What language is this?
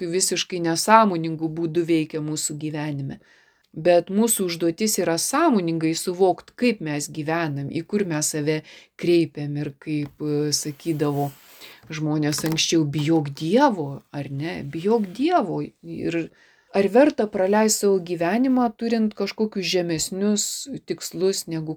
Lithuanian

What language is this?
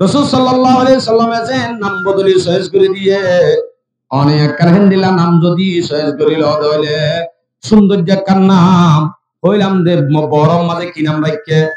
Rohingya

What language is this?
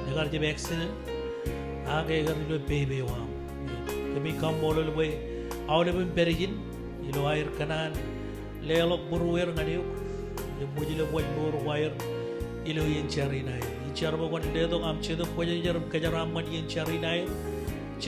Marshallese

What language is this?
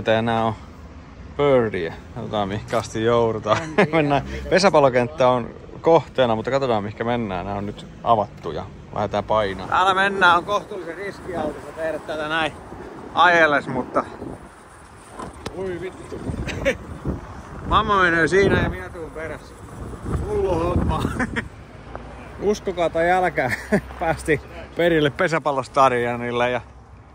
Finnish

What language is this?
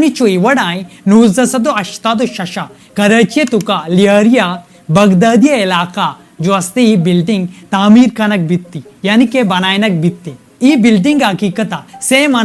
Baluchi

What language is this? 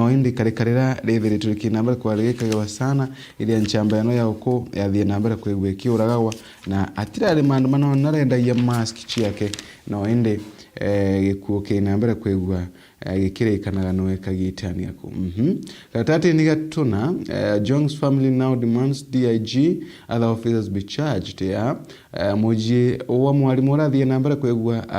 Meru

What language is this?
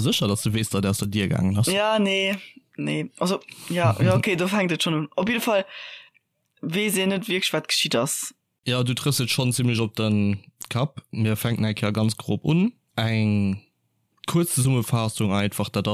Luxembourgish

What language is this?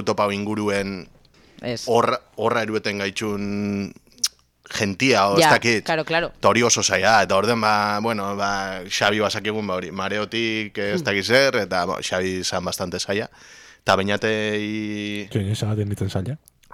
Basque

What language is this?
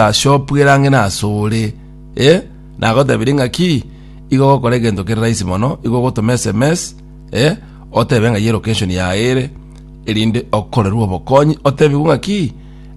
Gusii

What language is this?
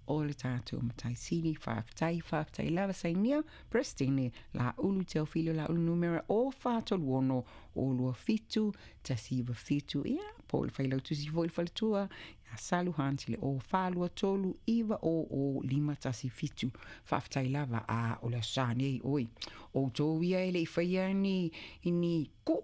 Samoan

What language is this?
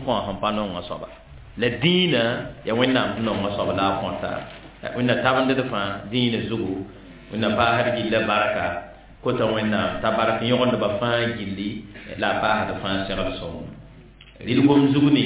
Mossi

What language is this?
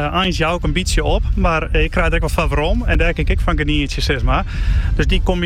Dutch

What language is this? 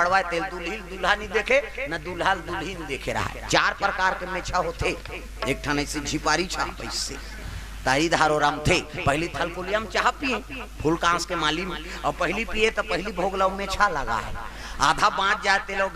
Chhattisgarhi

